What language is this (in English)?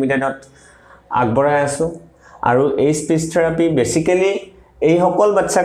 Assamese